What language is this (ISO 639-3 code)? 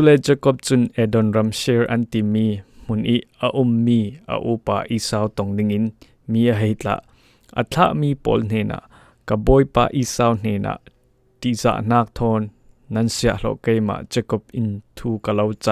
cfm